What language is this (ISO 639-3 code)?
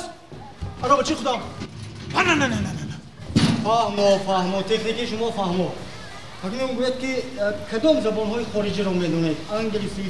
tgk